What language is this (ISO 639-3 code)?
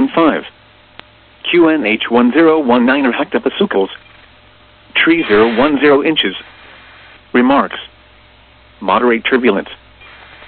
eng